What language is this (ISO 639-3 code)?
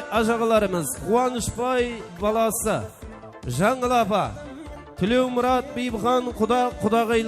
kaa